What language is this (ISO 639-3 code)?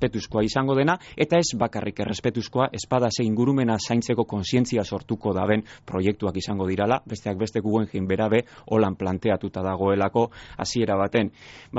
eus